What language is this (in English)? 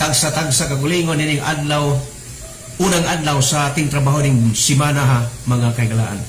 Cebuano